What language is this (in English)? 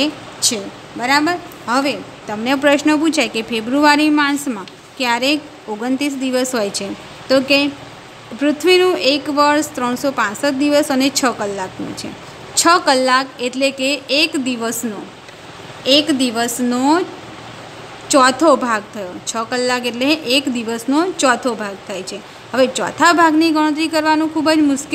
Gujarati